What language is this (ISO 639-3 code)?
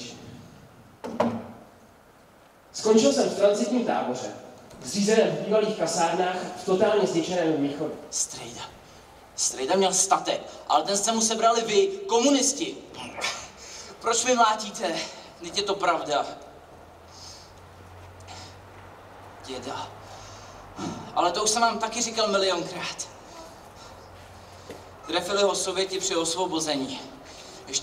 ces